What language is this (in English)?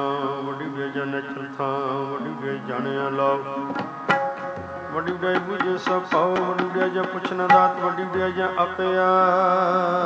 Punjabi